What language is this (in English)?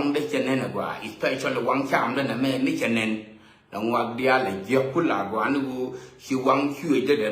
Nuer